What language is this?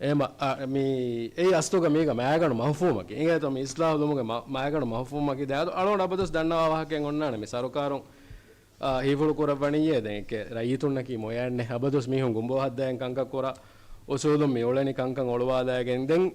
Divehi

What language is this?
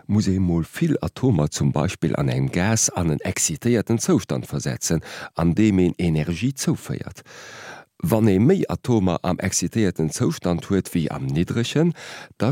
Luxembourgish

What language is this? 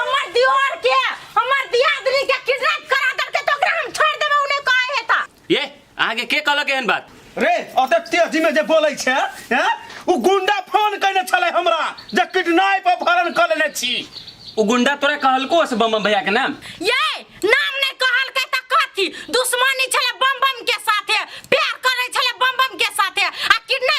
Maithili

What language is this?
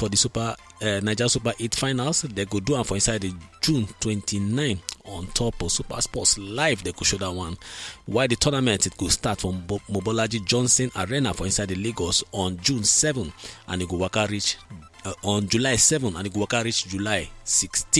Nigerian Pidgin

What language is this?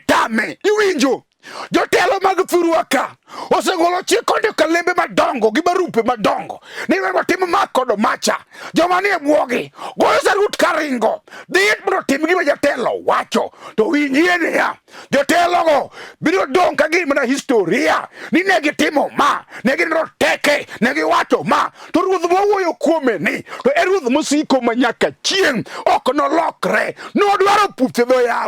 Luo (Kenya and Tanzania)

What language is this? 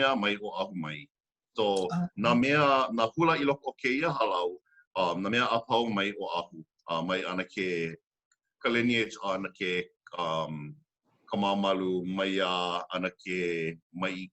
Hawaiian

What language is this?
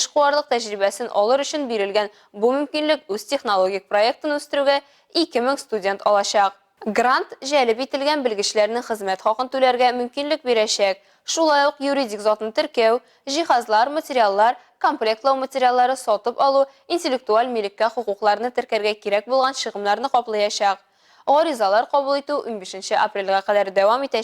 Tatar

